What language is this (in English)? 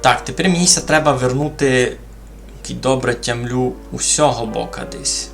Rusyn